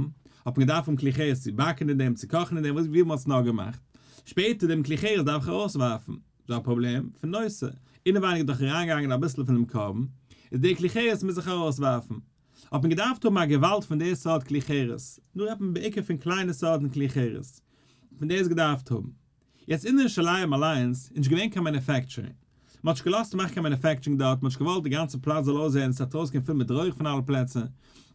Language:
Yiddish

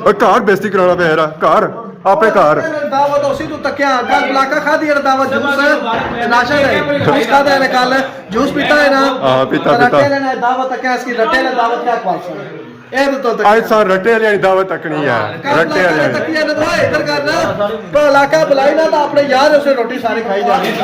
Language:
Pahari-Potwari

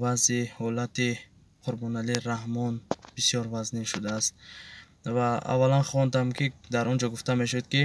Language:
Tajik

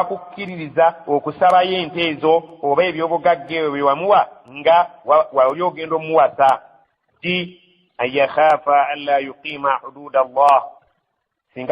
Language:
Ganda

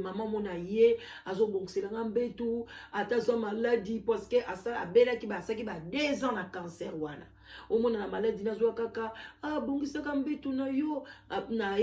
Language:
Lingala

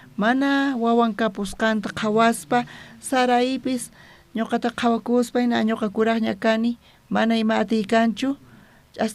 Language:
South Bolivian Quechua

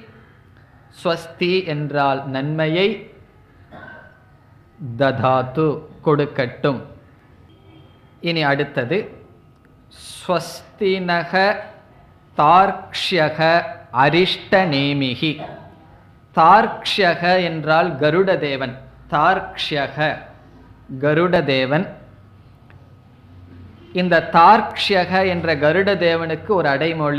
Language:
Tamil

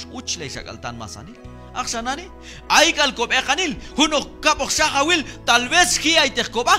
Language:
Q'anjob'al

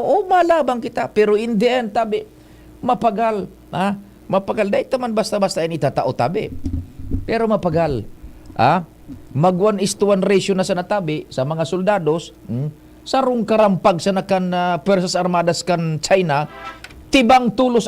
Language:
Bikol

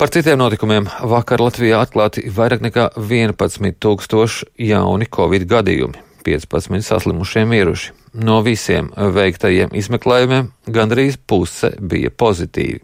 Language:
Latvian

